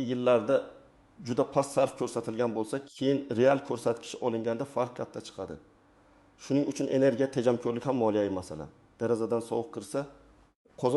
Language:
Uzbek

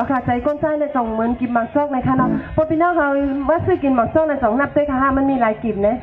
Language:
Shan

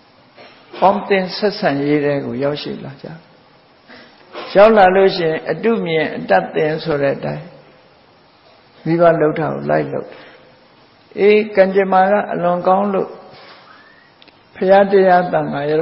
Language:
Burmese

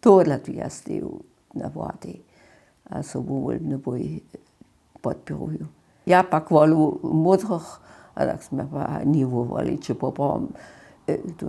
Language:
Upper Sorbian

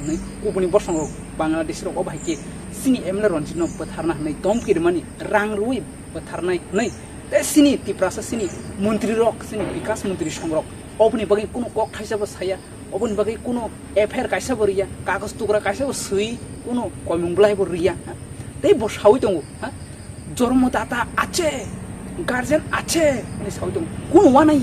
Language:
Kok Borok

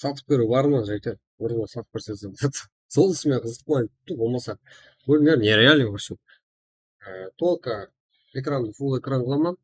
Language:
Kara-Kalpak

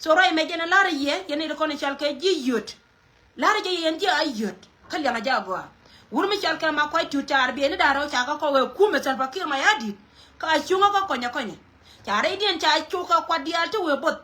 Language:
Nuer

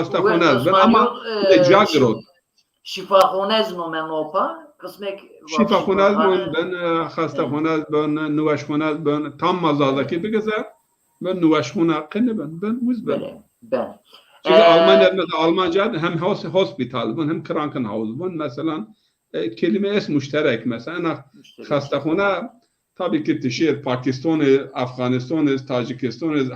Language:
Zaza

